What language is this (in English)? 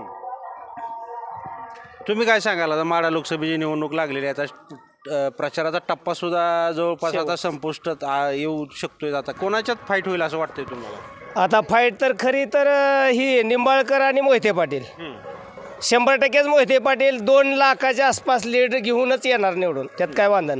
Marathi